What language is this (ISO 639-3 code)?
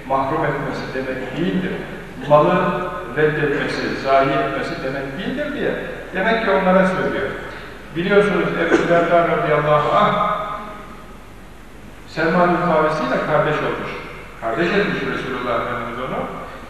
tur